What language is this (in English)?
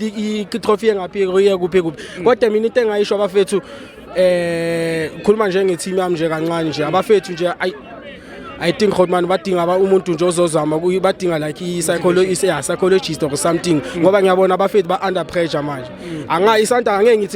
Zulu